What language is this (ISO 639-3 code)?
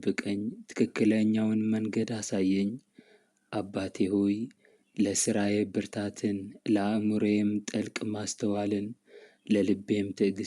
amh